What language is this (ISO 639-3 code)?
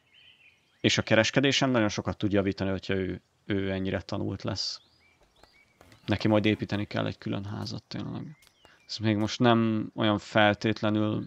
hun